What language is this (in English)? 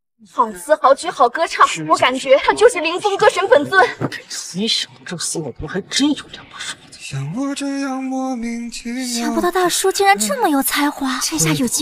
Chinese